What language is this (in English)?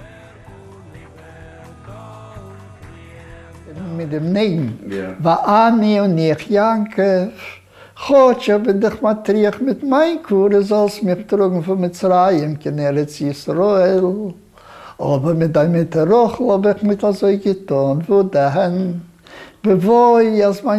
Yiddish